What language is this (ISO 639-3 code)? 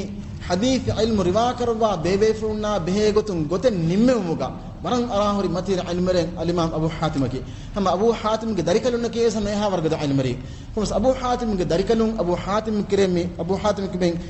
div